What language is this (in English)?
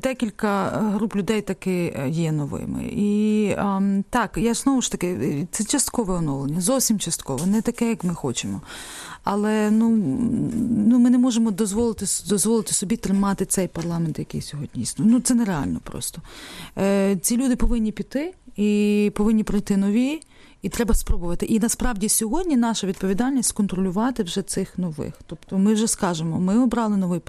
Ukrainian